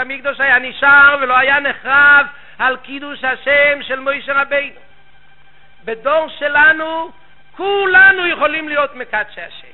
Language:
Hebrew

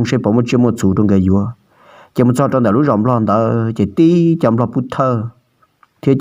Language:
Hmong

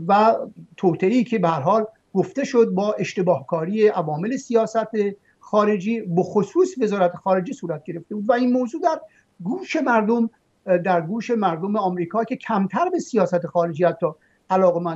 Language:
Persian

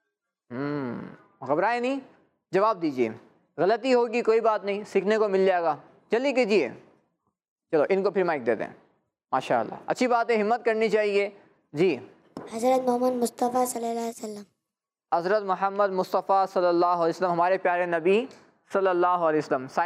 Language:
Urdu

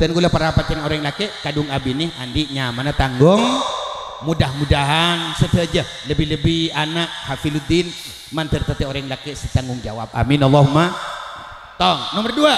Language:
Madurese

